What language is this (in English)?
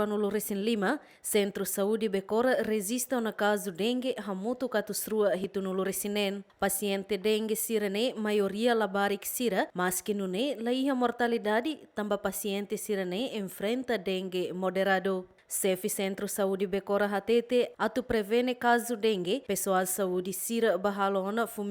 Tetum